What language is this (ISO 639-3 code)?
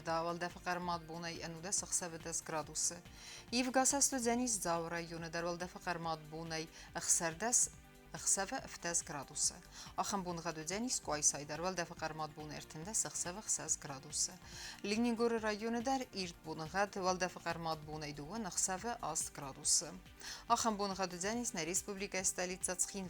oss